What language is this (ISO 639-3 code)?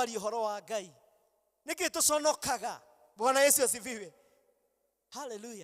kik